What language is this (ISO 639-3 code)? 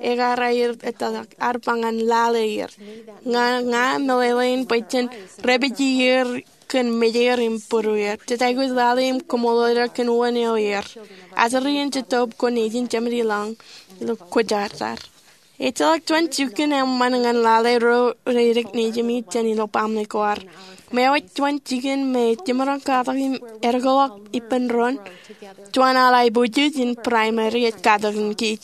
mah